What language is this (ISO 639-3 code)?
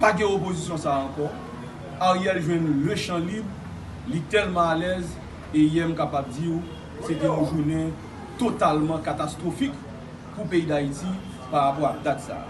hat